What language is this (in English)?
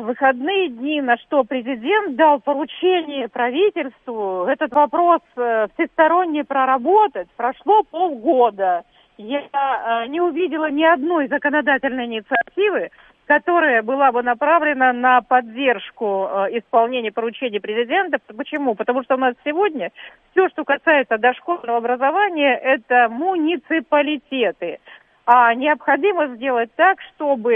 Russian